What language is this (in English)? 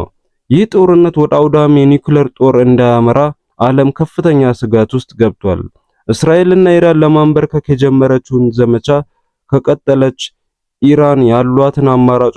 Amharic